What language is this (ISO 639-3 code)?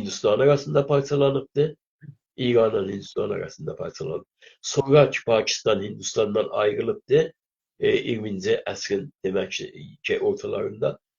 azb